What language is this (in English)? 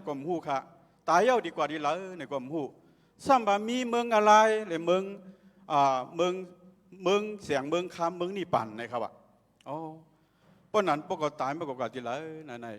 Shan